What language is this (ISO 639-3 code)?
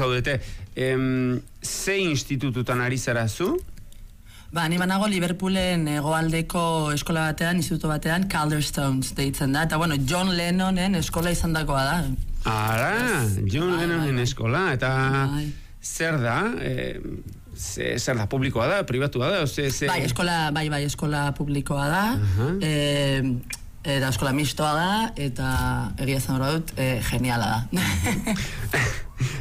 eus